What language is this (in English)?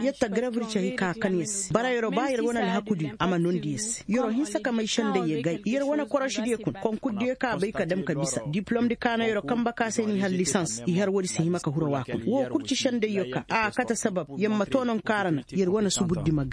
Koyraboro Senni